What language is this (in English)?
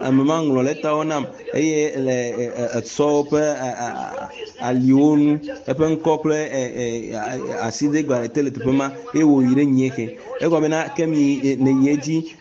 Ewe